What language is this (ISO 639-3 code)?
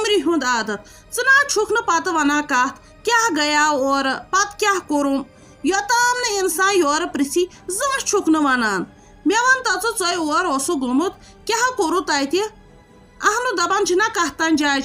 kas